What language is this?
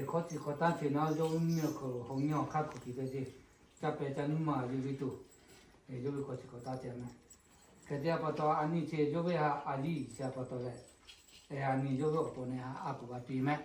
Lahu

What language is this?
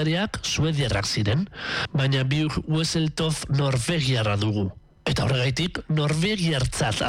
Basque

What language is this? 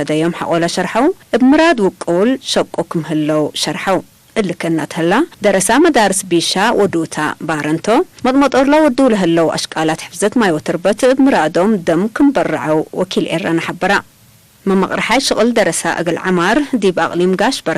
Tigre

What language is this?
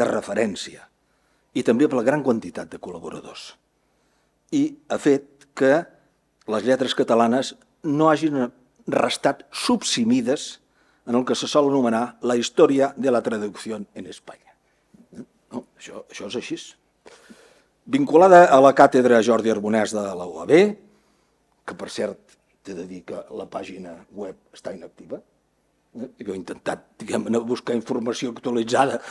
Catalan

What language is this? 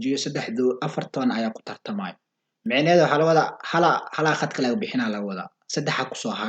Somali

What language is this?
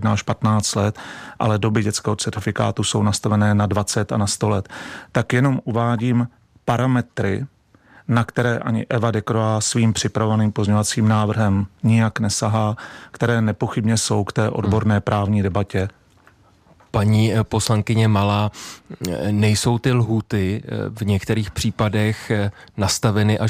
Czech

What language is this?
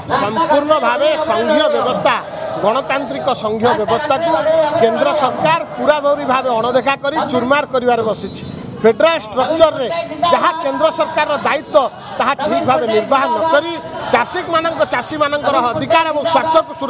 Odia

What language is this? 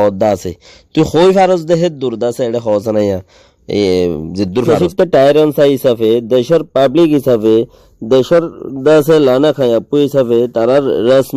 Rohingya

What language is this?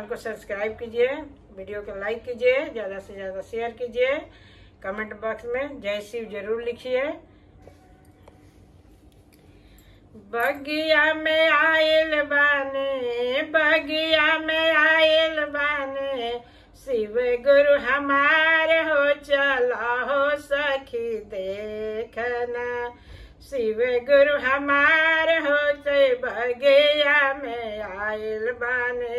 Bhojpuri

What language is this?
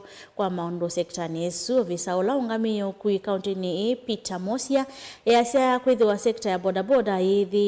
Kamba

